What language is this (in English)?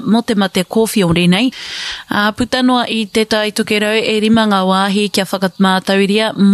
Māori